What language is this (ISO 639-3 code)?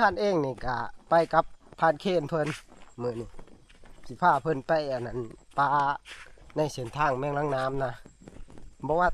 tts